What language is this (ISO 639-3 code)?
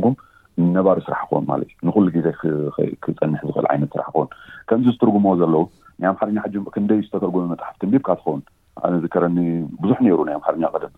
tir